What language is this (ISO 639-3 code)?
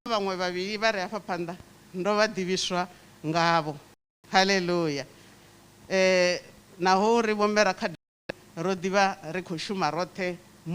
ven